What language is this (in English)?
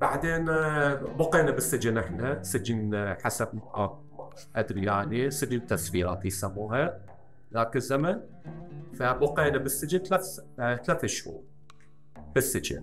Mesopotamian Arabic